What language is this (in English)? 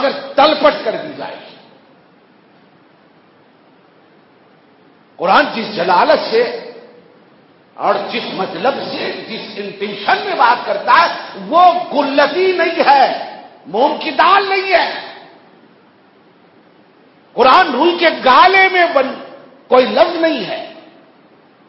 Urdu